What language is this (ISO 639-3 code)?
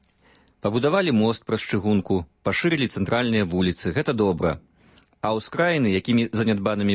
bel